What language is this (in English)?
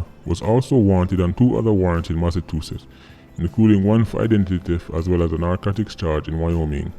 Jamaican Creole English